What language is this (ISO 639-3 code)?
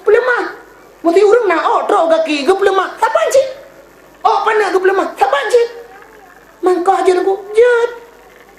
ace